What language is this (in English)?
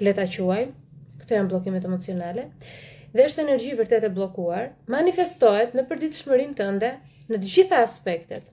Albanian